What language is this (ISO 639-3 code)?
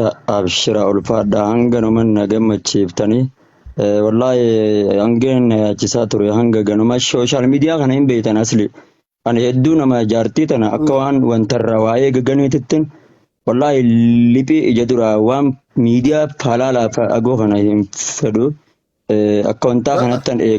orm